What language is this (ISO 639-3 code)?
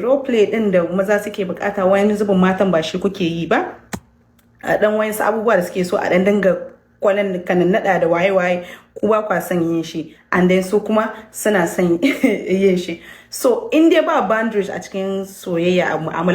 hau